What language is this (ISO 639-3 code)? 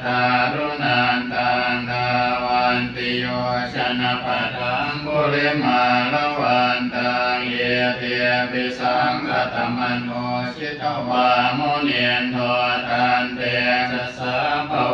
pli